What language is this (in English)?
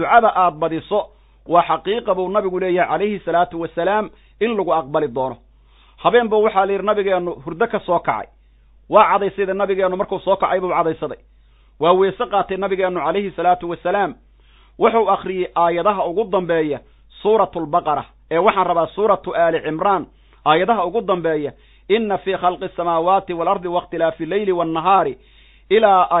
Somali